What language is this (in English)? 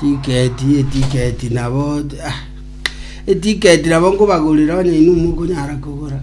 Gusii